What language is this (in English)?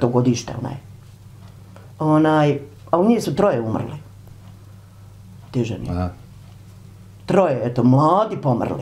Bosnian